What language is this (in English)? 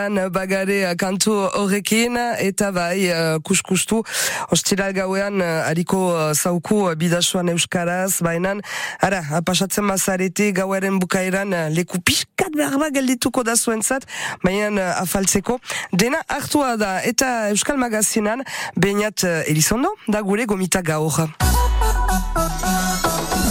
Basque